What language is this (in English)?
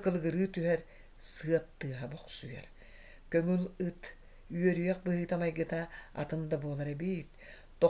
Yakut